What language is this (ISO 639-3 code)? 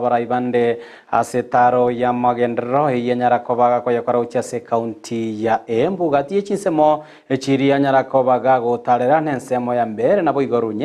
guz